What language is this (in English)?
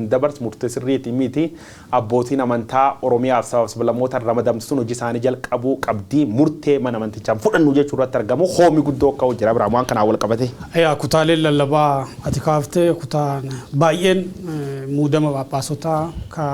Oromo